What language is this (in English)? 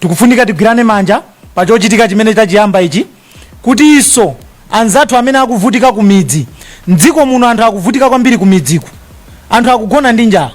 Nyanja